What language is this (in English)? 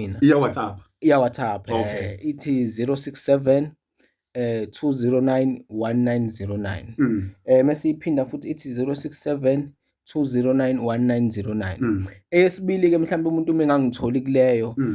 Zulu